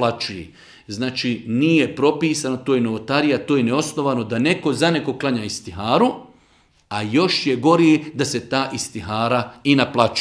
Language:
Bosnian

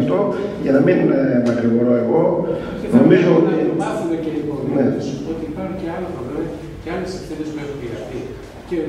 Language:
Greek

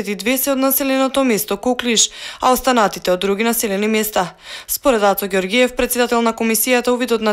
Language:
Macedonian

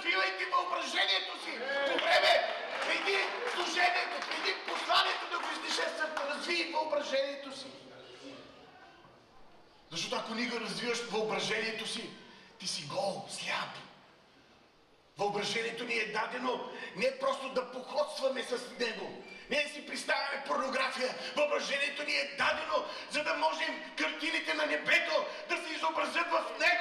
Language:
Bulgarian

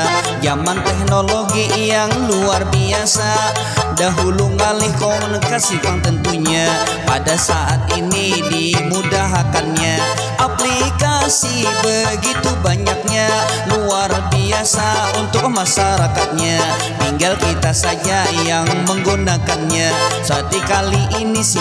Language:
Banjar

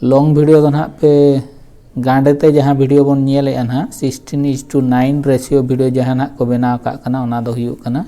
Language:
Santali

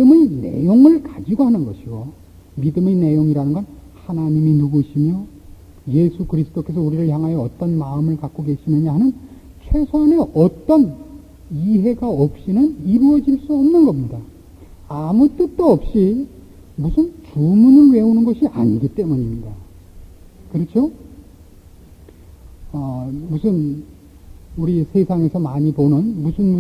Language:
Korean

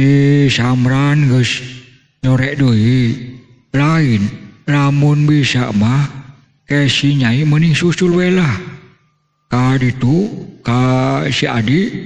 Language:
Sundanese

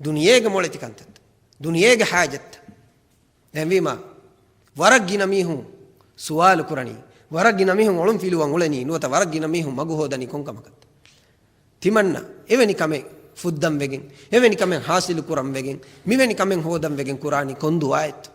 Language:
Divehi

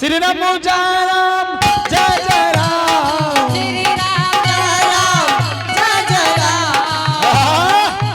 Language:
Angika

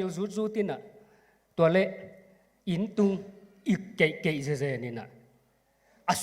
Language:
Tedim Chin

